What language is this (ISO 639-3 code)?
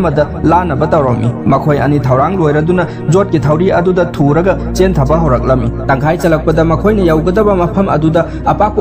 mni